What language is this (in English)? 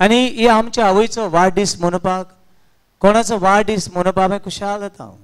Konkani